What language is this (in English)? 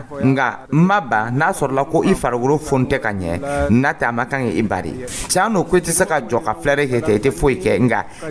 Dyula